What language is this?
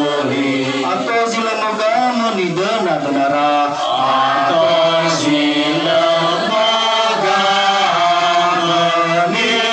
Nias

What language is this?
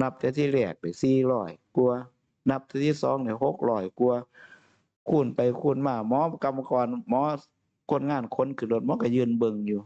Northeastern Thai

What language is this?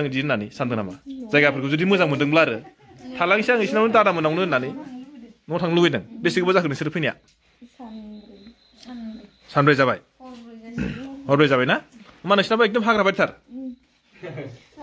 Bodo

